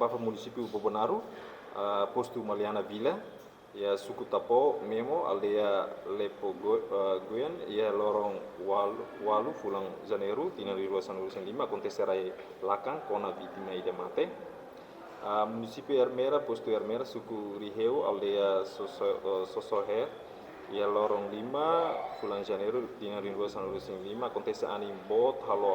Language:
Tetum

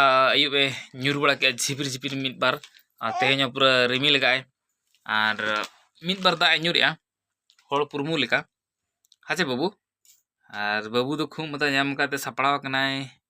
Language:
Santali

